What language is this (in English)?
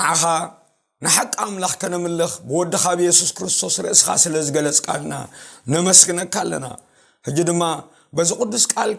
Tigrinya